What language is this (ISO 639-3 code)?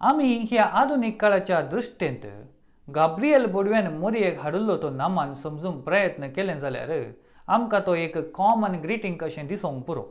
kok